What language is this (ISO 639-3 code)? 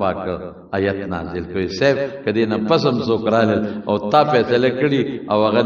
pus